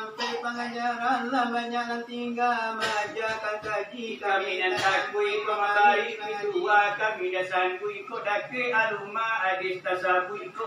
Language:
Minangkabau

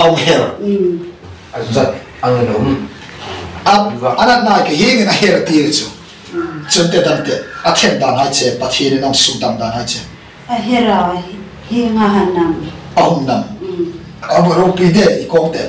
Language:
Hmar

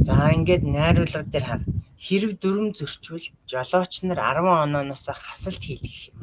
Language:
Mongolian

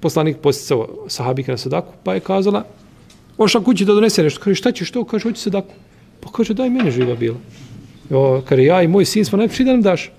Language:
Bosnian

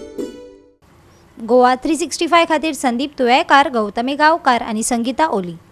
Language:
Konkani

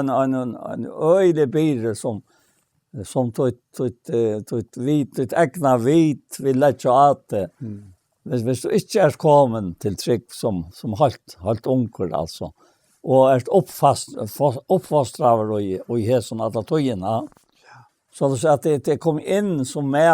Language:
Faroese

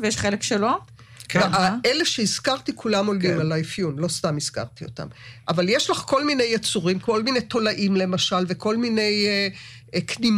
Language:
Hebrew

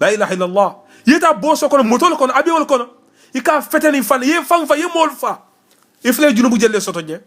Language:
Mandingo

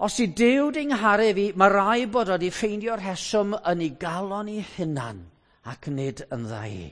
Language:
Welsh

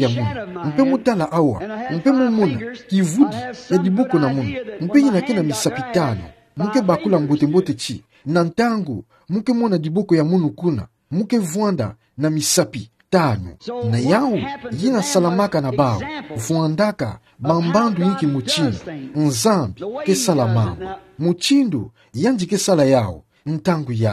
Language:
Kituba (Democratic Republic of Congo)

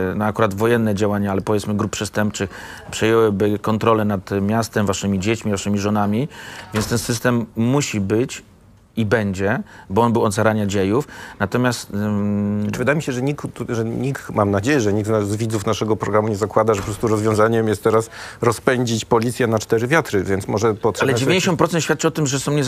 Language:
Polish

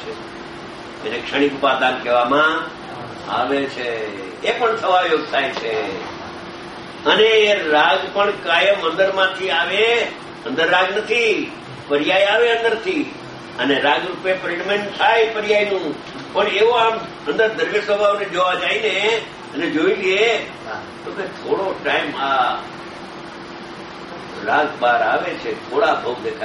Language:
Gujarati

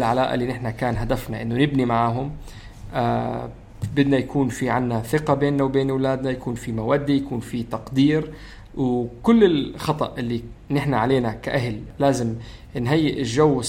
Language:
North Levantine Arabic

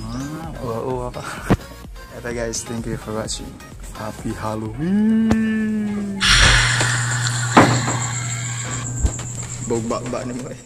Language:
Cebuano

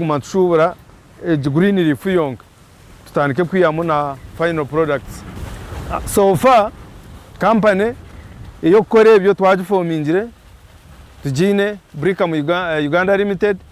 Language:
Nyankole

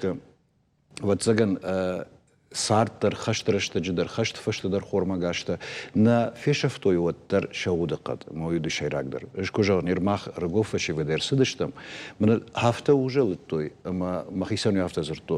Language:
Ossetic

